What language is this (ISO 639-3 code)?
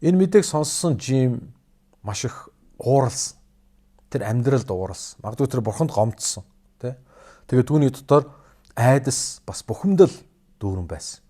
mon